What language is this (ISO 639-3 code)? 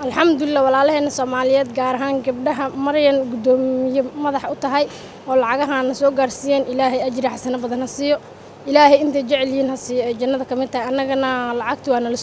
som